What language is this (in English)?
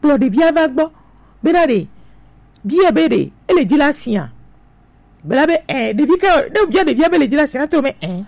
Gen